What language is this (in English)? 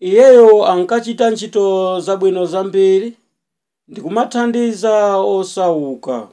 Nyanja